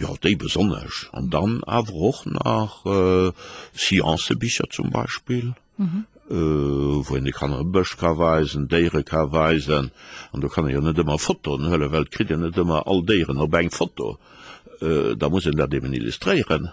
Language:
Luxembourgish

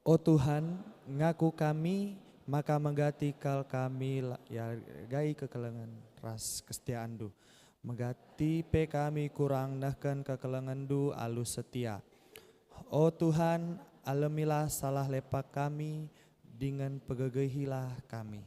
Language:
Batak Karo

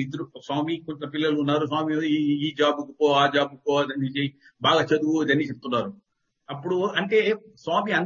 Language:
Telugu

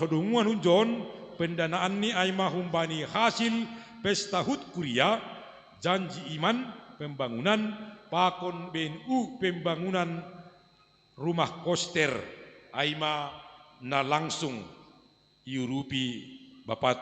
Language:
Batak Simalungun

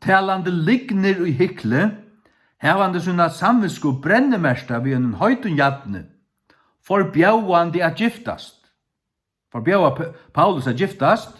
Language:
Faroese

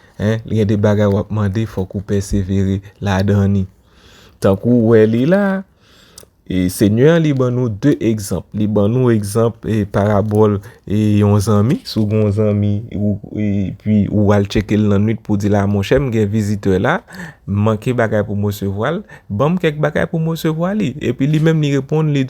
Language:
Haitian Creole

